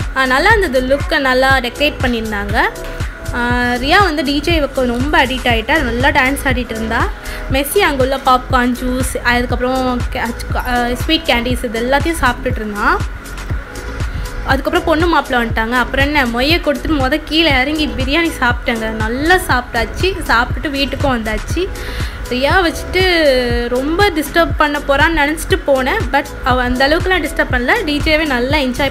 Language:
Tamil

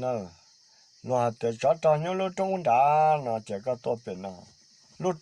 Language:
Hmong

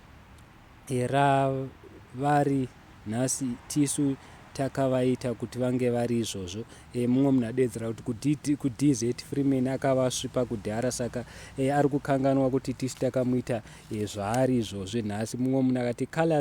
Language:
Shona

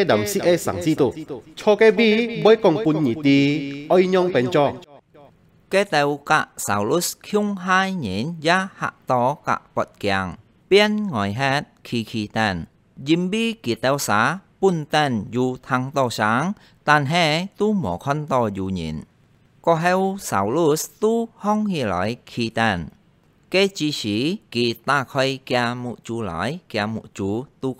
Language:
Hakka Chinese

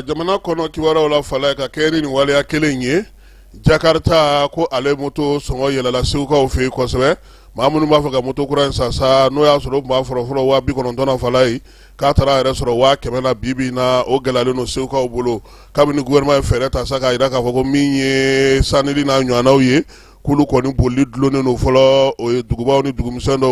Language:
Bambara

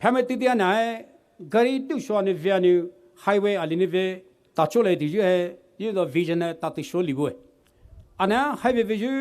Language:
Poumei Naga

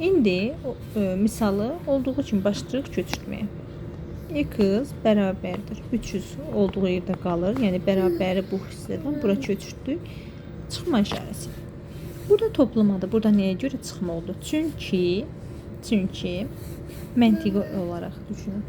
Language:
Azerbaijani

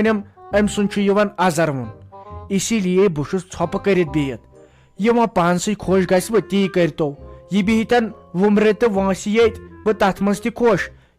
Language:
Kashmiri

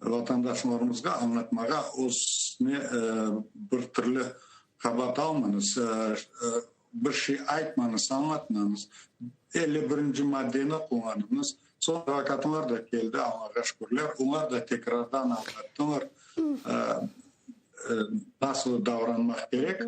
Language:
Crimean Tatar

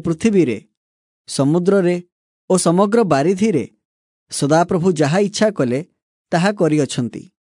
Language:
Odia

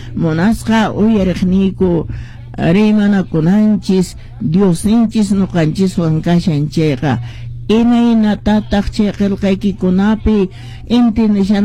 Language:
Quechua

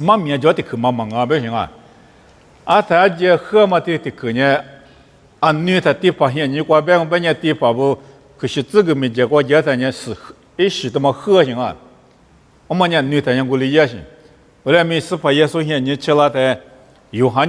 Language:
Lisu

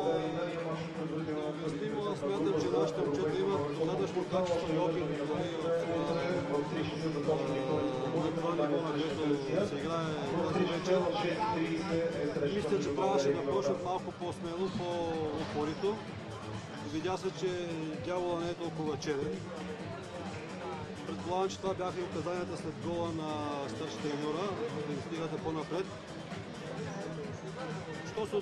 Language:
Bulgarian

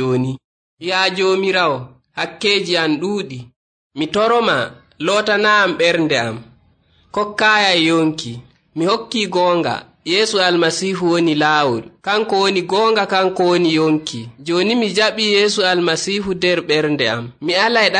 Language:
Nigerian Fulfulde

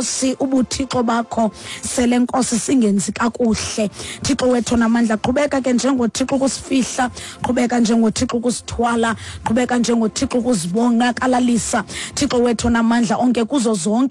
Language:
Xhosa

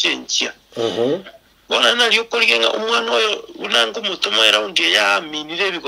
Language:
Gusii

